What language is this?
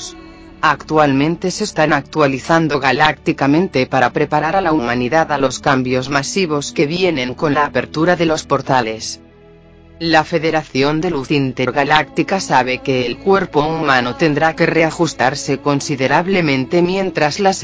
Spanish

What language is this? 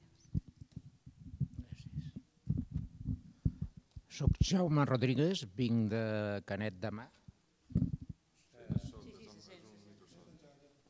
Catalan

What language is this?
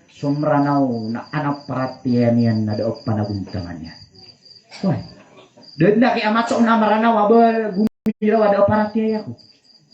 Maranao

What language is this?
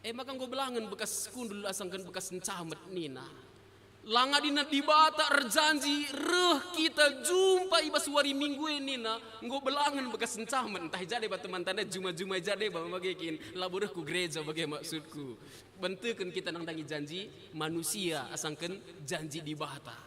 Batak Karo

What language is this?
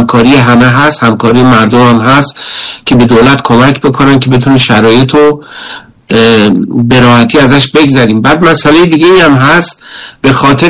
Persian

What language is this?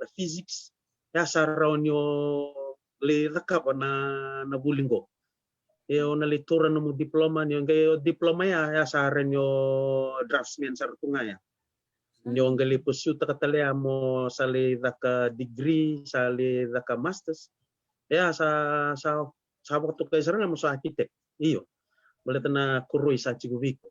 Fijian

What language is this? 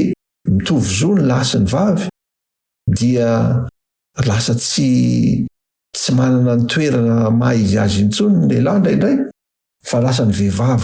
Malagasy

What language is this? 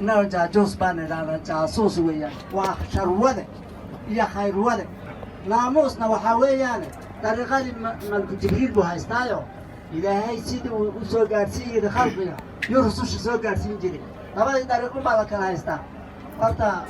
Somali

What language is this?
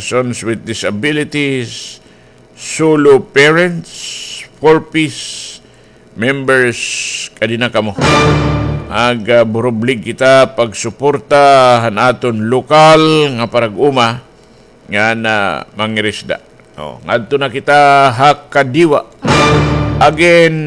Waray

